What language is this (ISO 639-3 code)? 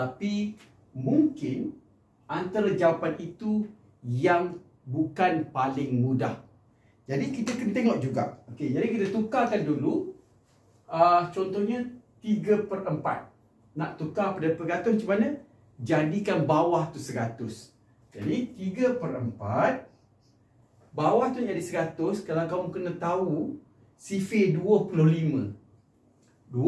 msa